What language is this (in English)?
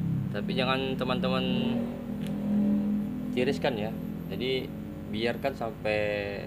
Indonesian